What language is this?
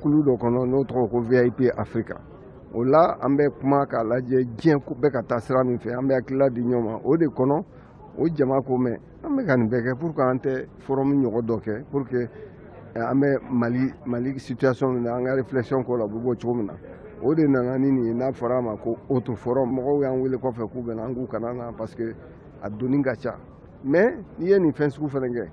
Bambara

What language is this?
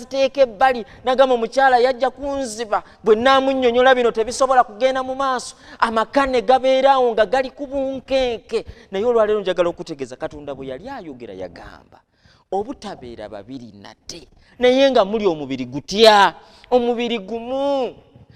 Ganda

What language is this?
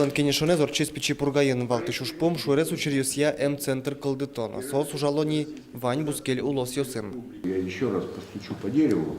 Udmurt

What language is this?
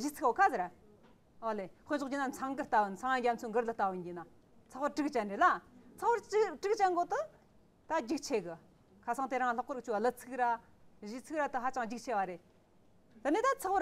Tibetan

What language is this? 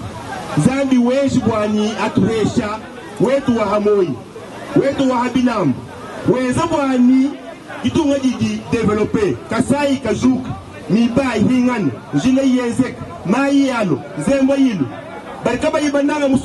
Luba-Lulua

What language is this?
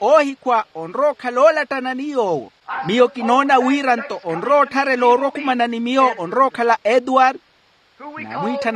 Makhuwa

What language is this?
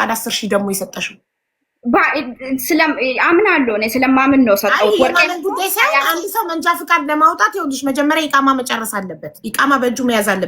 Amharic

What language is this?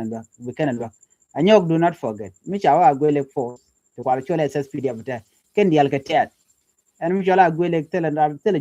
Nuer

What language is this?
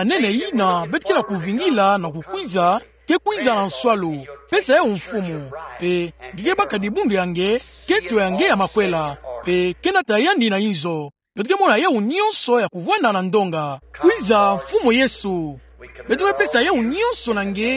Kituba (Democratic Republic of Congo)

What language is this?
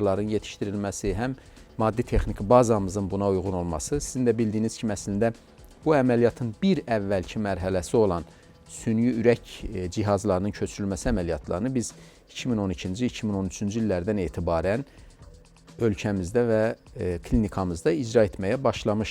Azerbaijani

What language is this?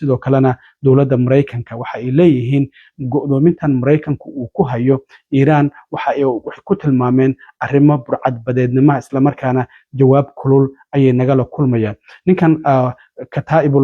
Somali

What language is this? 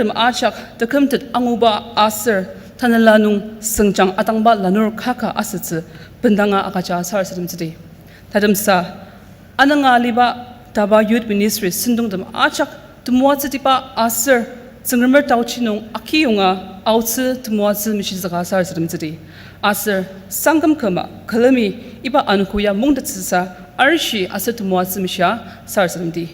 Ao Naga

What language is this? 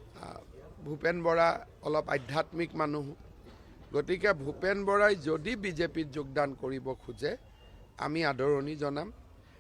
Assamese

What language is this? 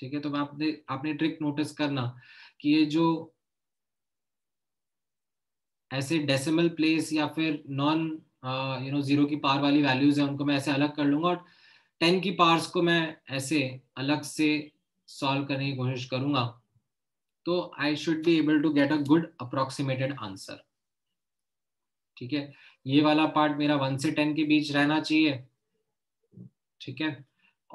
Hindi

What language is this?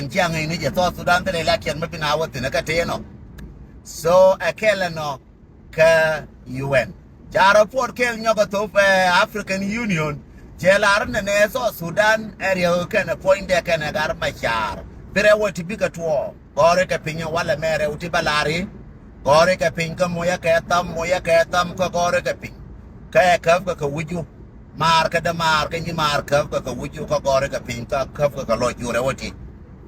Nuer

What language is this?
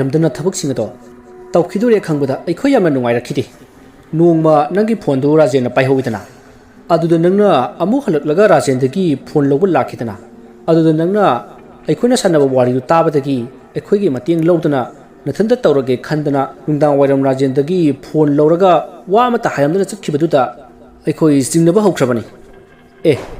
Manipuri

